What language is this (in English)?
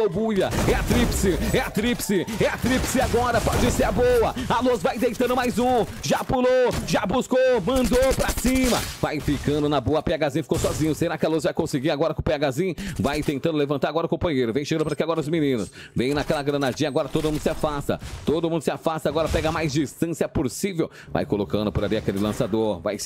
Portuguese